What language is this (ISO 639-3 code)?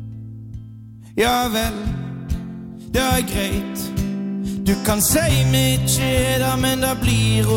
nor